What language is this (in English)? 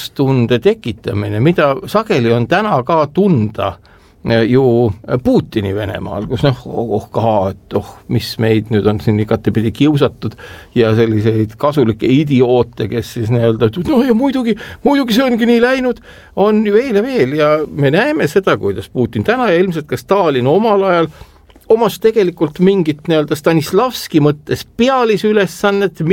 Estonian